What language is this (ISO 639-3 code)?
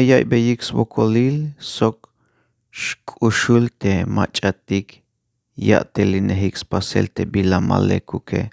tzh